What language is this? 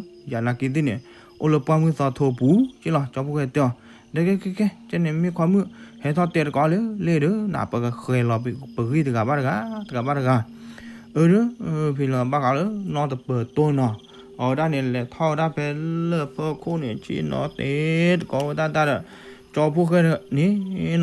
S'gaw Karen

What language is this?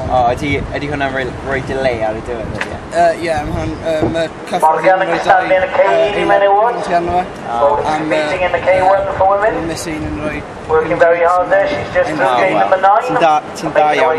Welsh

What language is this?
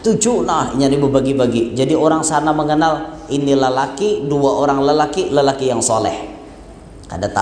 Banjar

